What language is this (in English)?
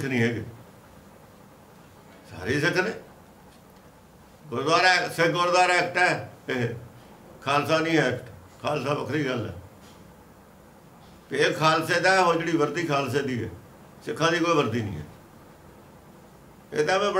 Punjabi